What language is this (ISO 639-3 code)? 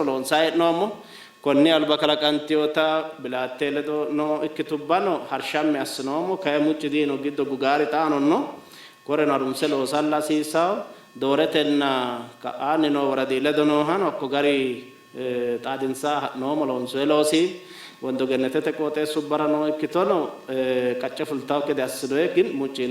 sid